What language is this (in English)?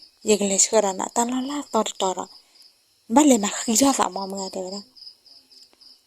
S'gaw Karen